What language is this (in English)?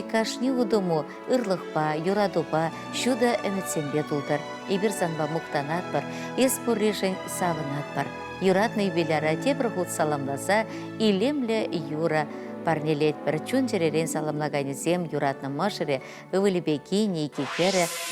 Chuvash